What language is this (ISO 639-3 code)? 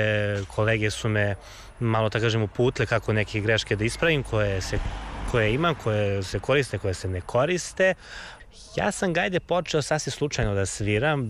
srp